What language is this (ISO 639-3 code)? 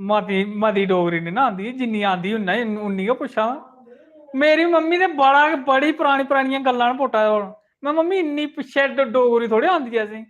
doi